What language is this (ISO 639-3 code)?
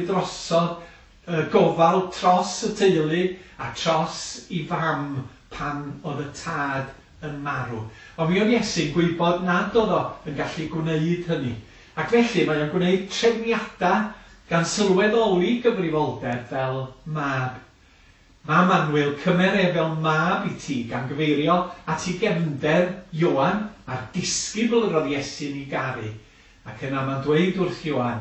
cym